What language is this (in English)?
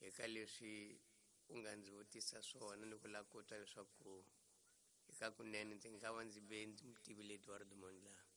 Tsonga